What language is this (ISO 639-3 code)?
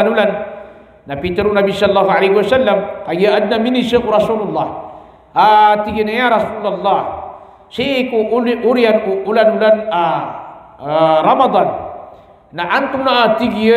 mrw